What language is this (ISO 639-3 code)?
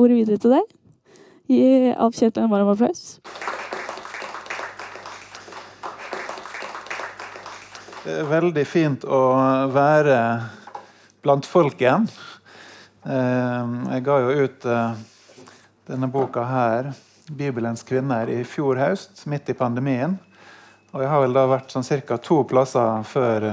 nor